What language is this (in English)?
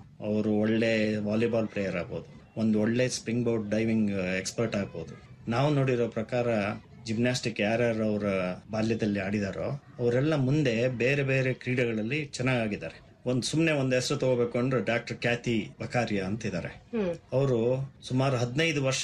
Kannada